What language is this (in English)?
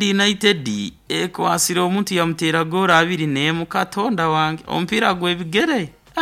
Nyoro